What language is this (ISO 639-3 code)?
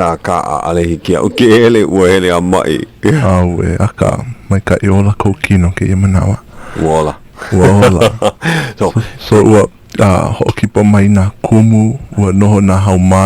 haw